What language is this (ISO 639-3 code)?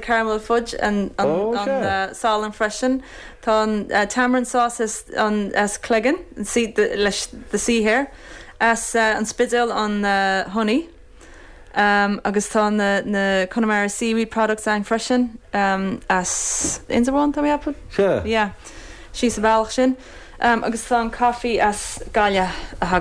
gle